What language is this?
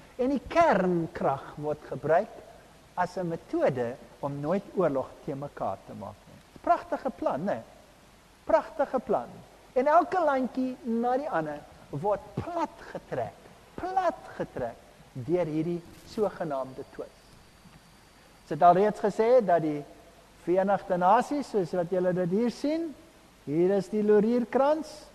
Afrikaans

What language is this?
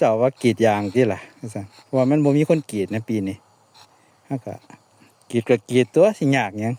Northeastern Thai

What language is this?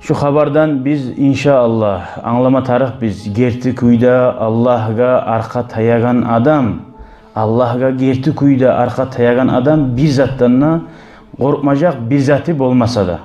Kumyk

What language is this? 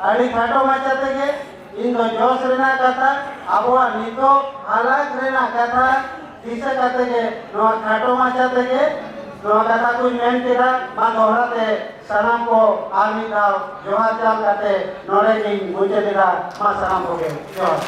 Santali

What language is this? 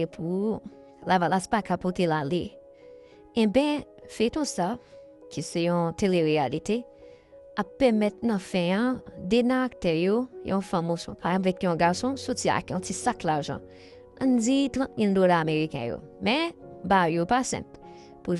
Haitian Creole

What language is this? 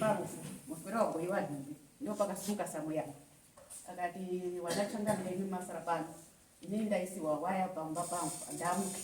Shona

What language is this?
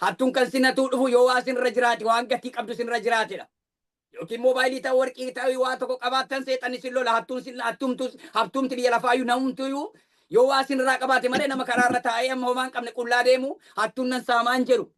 Oromo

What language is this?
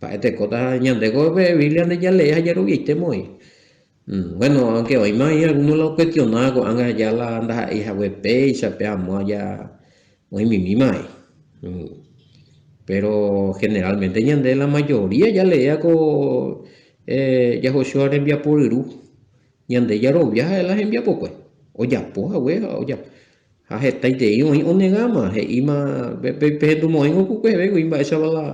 Guarani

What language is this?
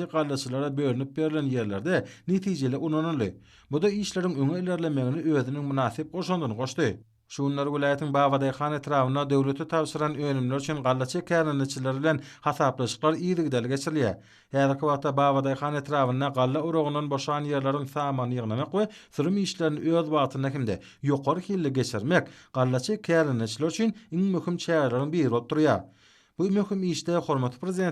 Turkmen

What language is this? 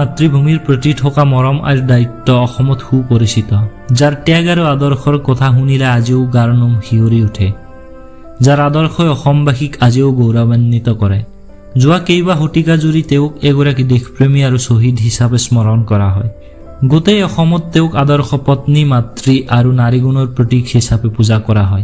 Assamese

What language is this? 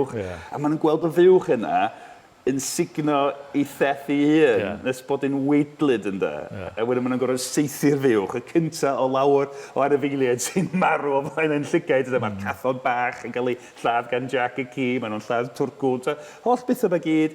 Welsh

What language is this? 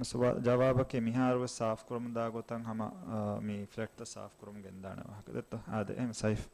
Divehi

